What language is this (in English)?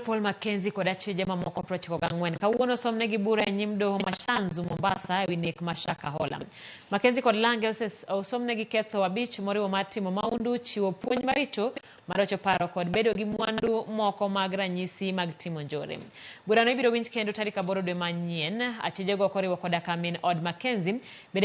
Luo (Kenya and Tanzania)